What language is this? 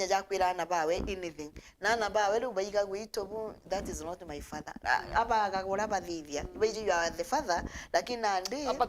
Meru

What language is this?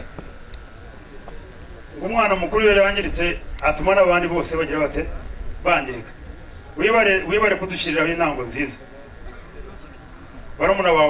Kinyarwanda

